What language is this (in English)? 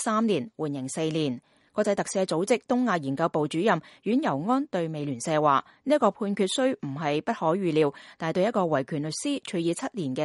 Cantonese